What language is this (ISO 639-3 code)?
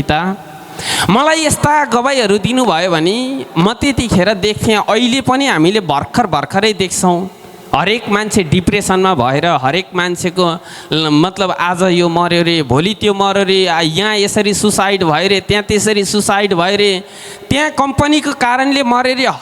nep